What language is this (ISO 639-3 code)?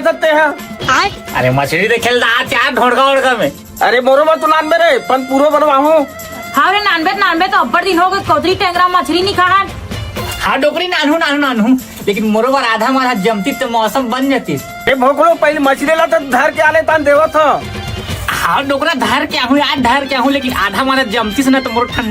hne